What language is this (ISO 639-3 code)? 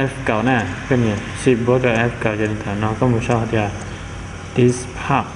hmn